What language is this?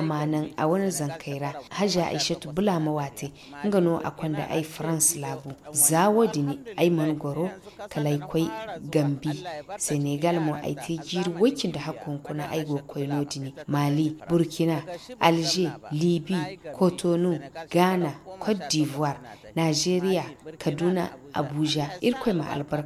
Zarma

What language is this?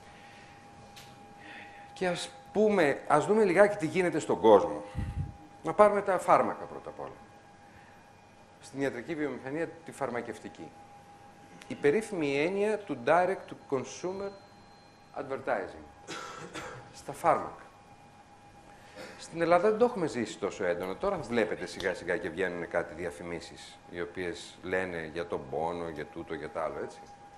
Greek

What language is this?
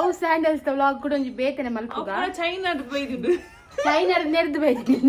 Tulu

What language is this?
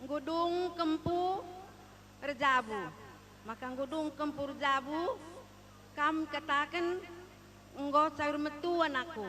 Batak Karo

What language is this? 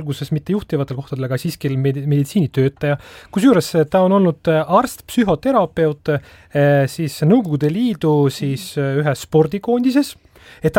Estonian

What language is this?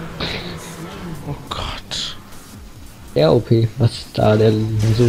German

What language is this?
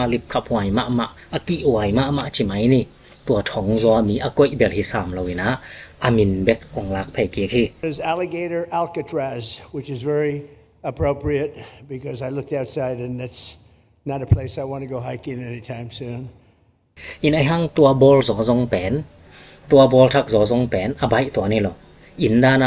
Tedim Chin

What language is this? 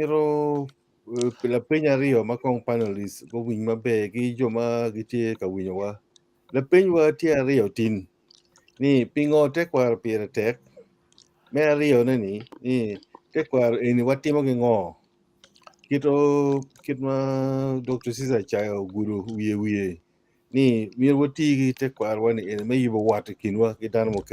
Acoli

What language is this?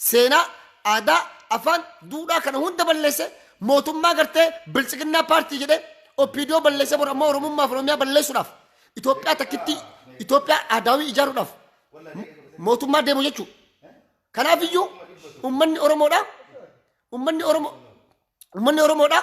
Oromo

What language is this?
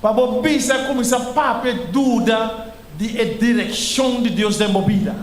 Papiamento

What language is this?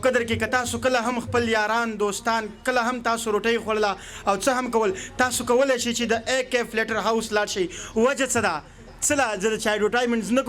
Pashto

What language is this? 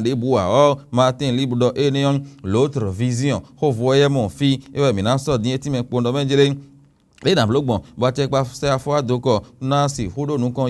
Fon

